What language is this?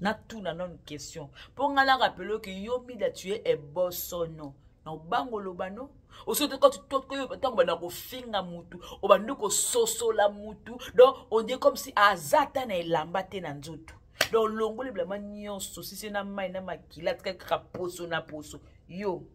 Lingala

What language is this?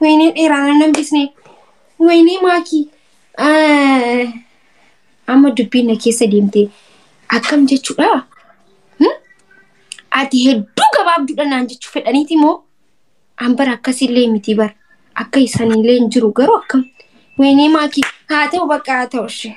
Oromo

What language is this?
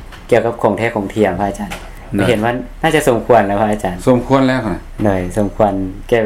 Lao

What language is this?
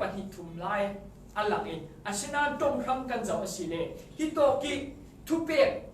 Falam Chin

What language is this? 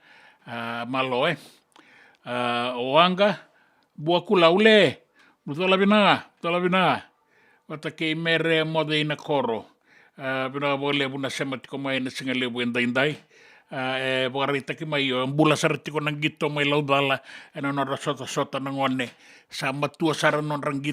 Fijian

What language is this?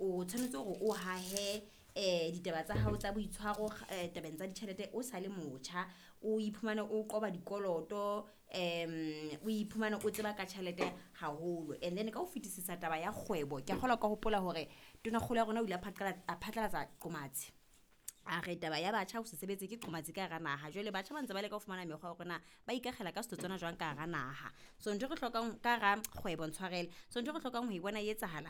Southern Sotho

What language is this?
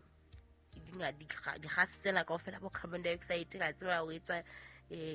Southern Sotho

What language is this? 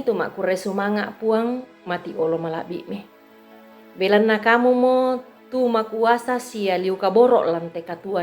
Toraja-Sa'dan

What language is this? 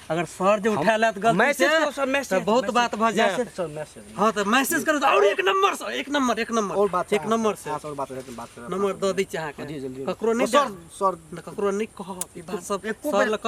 Maithili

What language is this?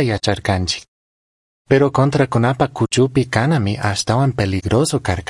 Chimborazo Highland Quichua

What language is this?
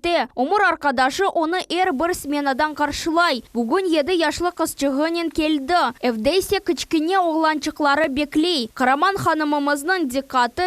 Crimean Tatar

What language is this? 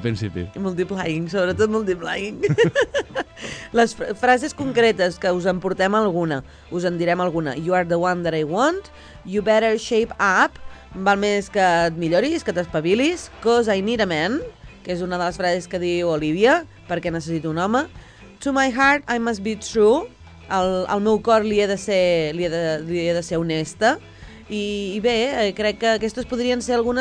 Catalan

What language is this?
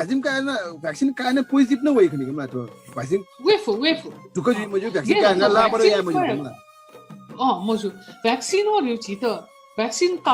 Newari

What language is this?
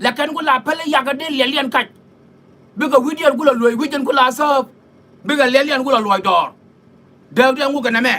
Nuer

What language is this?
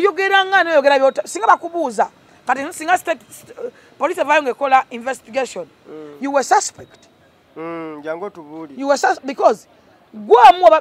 Ganda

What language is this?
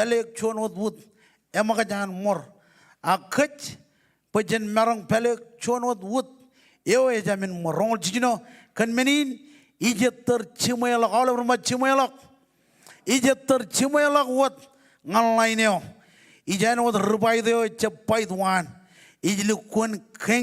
Marshallese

